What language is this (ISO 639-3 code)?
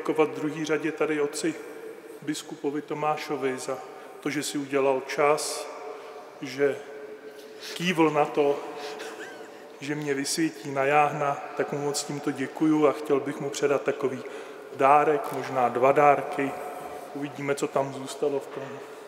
ces